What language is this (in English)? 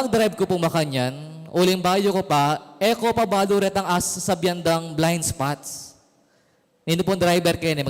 Pampanga